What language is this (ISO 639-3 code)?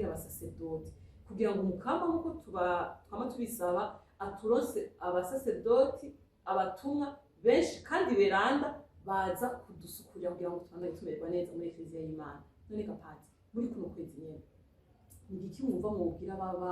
run